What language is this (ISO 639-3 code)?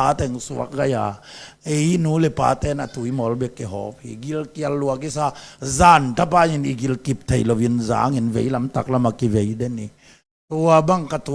ctd